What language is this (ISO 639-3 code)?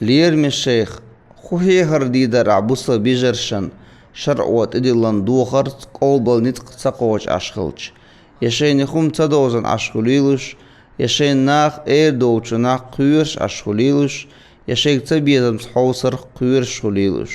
che